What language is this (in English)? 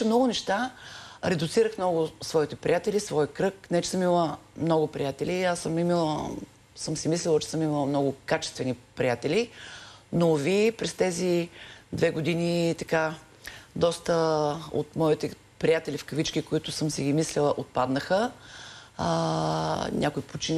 Bulgarian